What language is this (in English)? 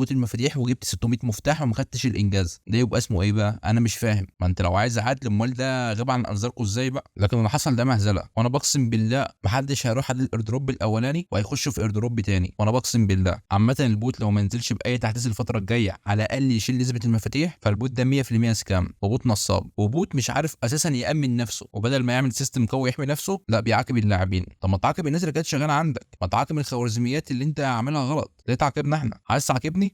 Egyptian Arabic